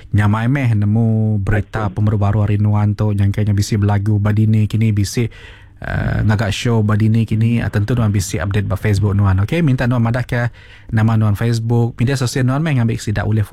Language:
Iban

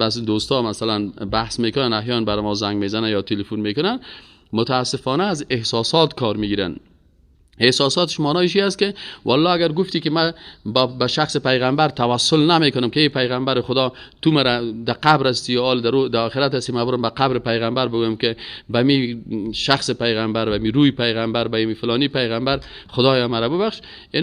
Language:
Persian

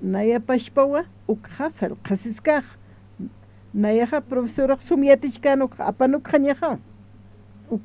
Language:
Aymara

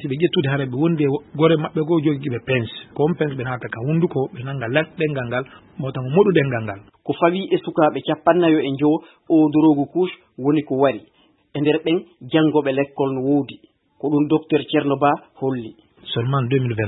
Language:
Fula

